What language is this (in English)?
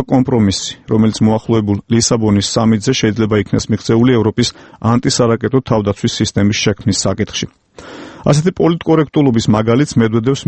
Georgian